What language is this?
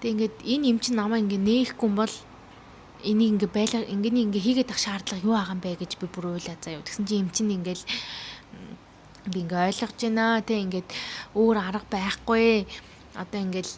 Mongolian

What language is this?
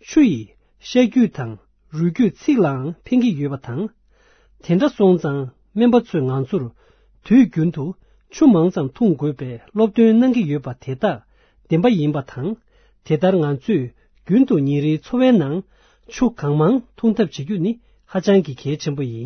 Tibetan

